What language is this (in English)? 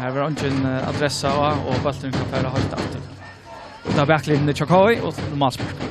Faroese